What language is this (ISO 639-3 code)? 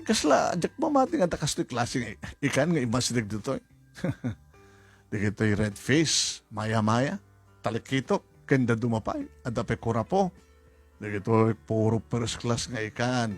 ilo